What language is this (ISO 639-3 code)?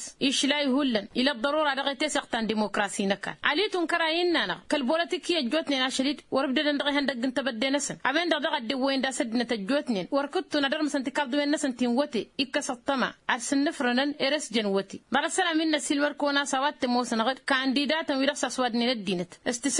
taq